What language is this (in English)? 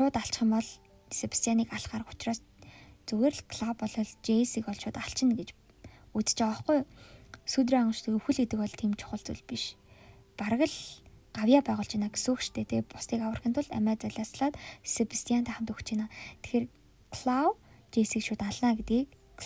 Mongolian